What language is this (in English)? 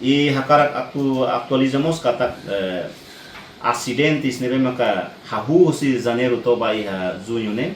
Tetum